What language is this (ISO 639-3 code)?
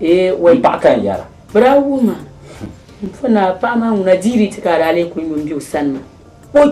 dag